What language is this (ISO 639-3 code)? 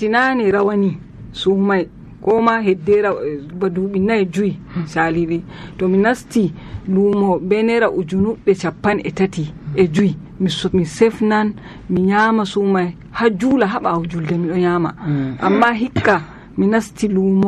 fuv